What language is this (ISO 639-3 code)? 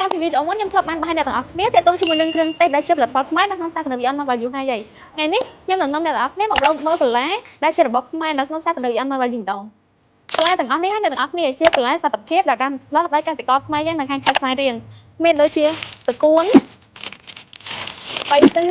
khm